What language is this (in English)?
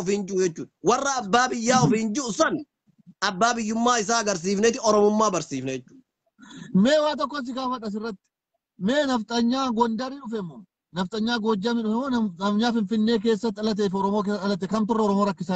Oromo